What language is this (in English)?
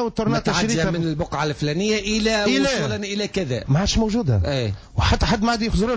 Tunisian Arabic